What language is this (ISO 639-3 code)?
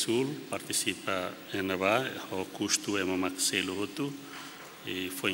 tet